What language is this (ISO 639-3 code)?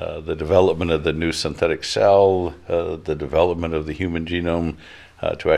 swe